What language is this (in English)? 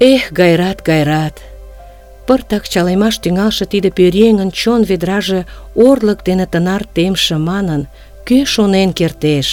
Mari